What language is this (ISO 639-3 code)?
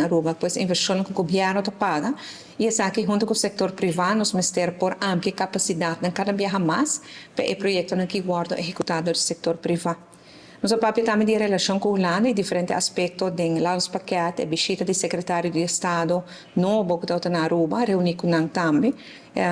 pap